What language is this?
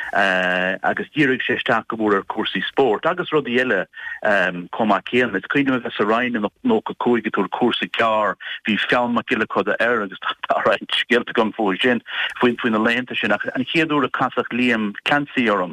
Irish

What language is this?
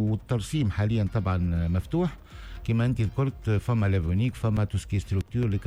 Tunisian Arabic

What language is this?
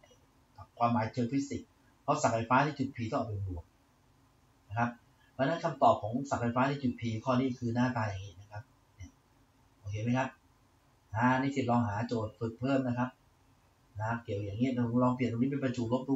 Thai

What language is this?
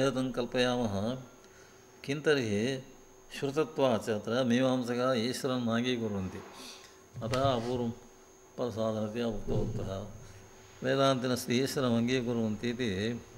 Sanskrit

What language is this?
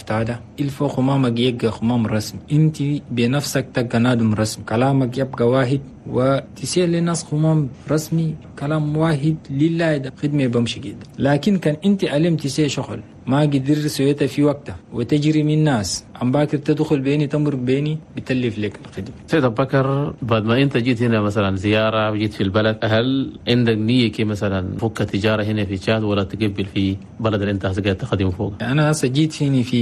Chadian Arabic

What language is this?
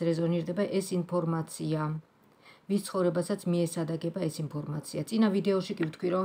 Georgian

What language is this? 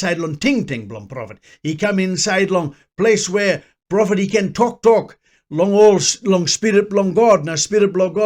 Tok Pisin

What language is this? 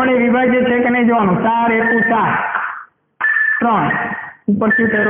Gujarati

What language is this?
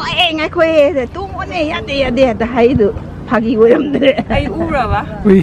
Manipuri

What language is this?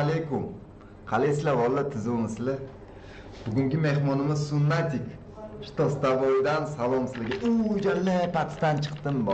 Uzbek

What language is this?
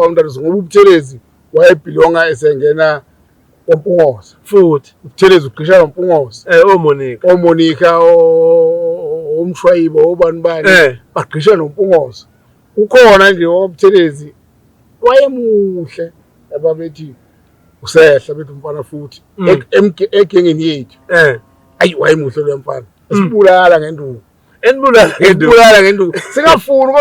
Zulu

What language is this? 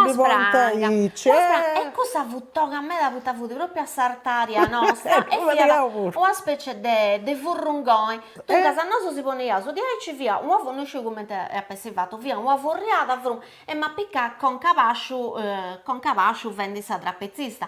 Sardinian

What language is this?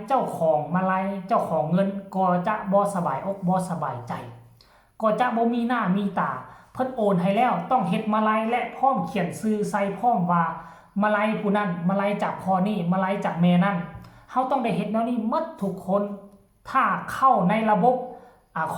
Northeastern Thai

